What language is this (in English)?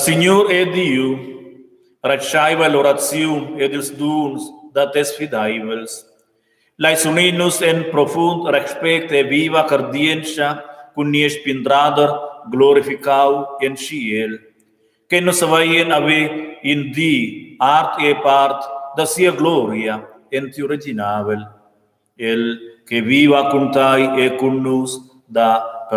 Romansh